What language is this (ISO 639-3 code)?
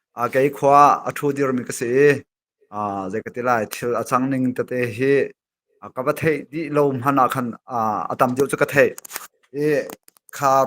cnh